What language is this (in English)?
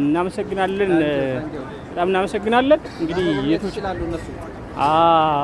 Amharic